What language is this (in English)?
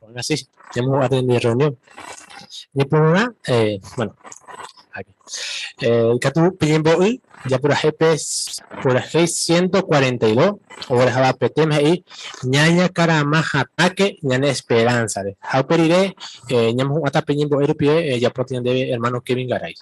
Guarani